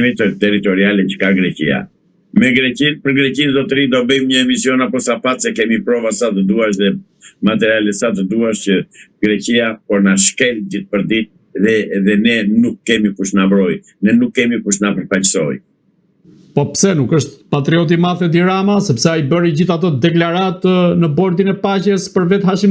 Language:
Albanian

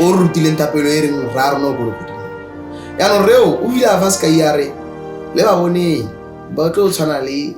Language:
Tswana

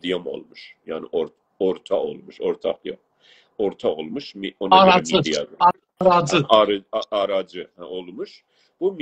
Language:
South Azerbaijani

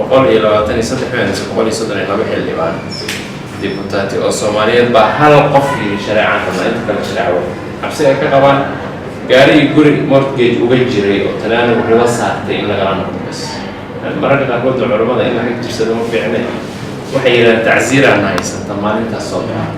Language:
Somali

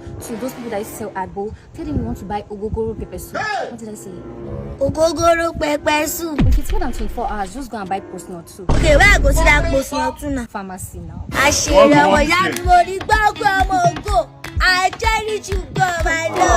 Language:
Nigerian Pidgin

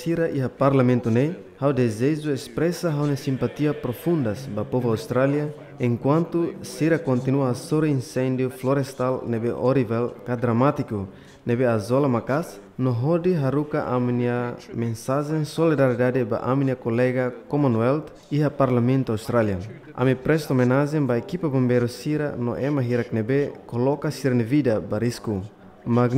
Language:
Tetum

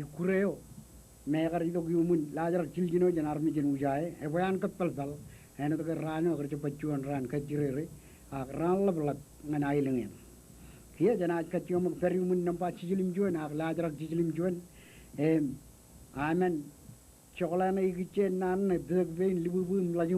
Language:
Marshallese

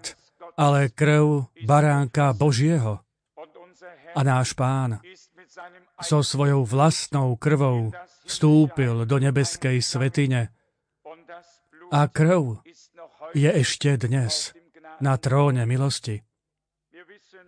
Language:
Slovak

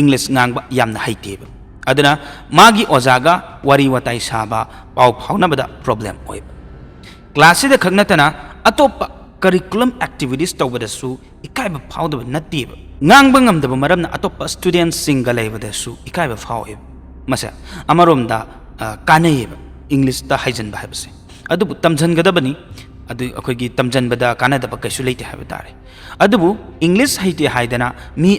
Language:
Manipuri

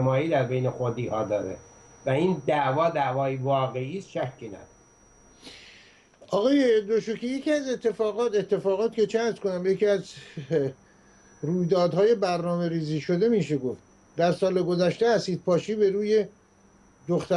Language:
Persian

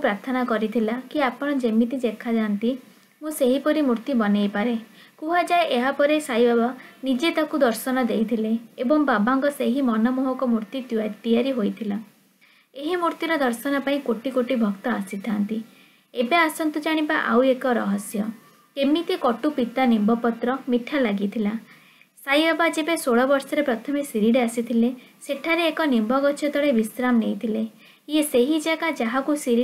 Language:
Odia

